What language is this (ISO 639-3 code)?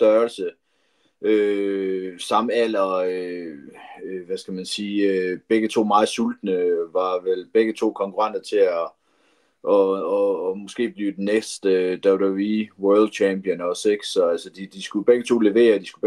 dan